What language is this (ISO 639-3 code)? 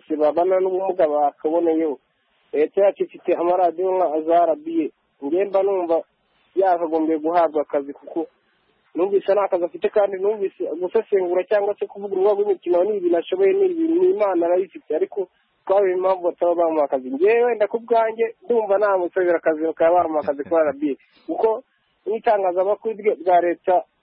kin